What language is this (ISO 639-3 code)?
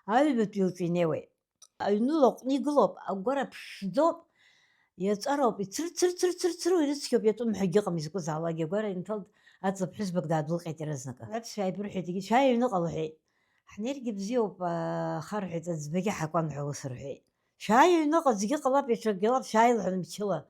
abk